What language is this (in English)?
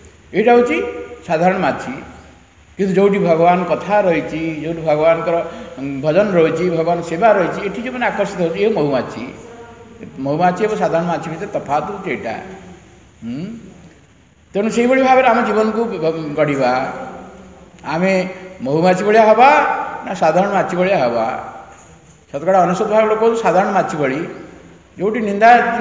Odia